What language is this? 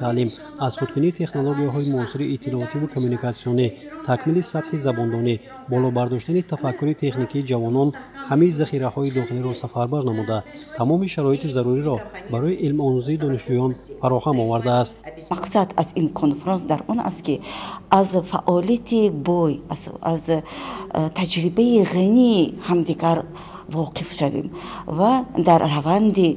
Tajik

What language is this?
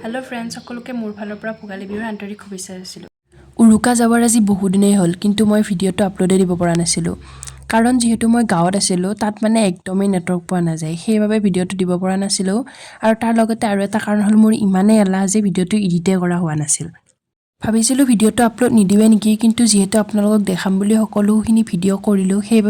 Assamese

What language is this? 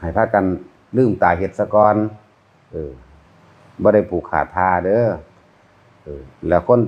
Northeastern Thai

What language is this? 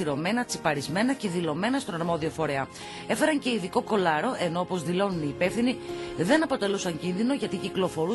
Greek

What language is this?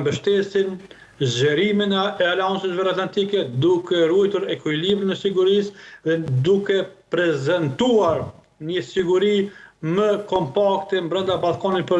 Albanian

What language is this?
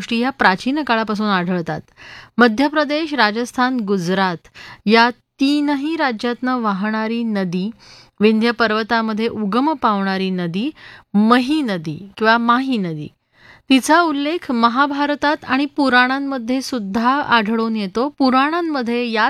Marathi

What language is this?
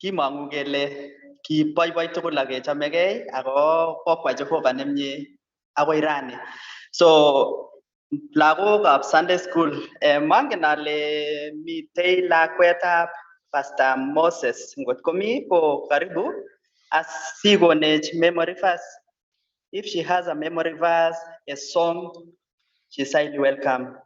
Kalenjin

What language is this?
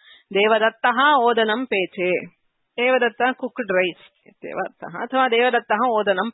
Sanskrit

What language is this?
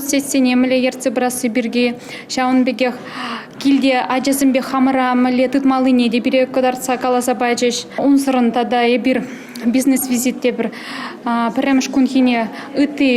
Chuvash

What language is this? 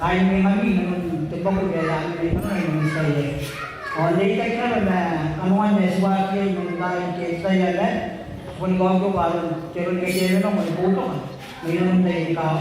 Gilbertese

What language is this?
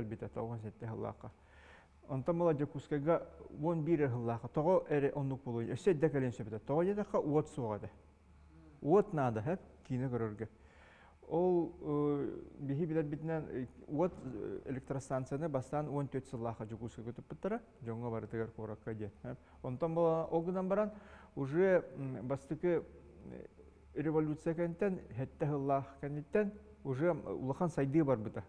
Yakut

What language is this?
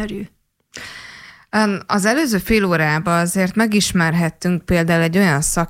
Hungarian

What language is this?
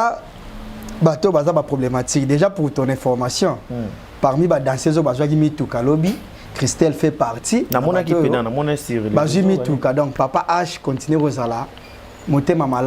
Lingala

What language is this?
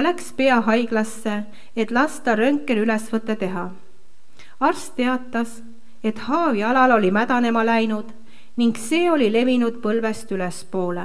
Estonian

